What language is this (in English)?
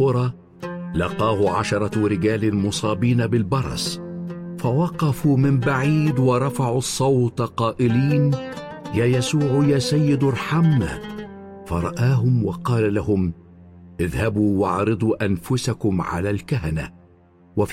Arabic